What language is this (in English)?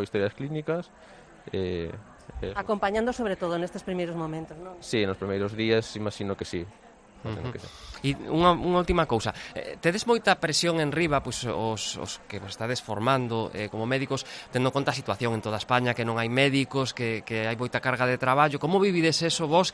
Galician